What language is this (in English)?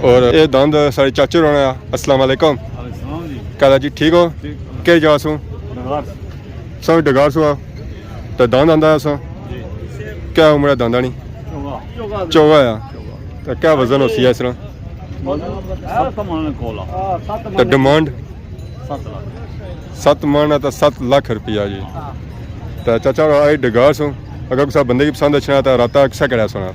Pahari-Potwari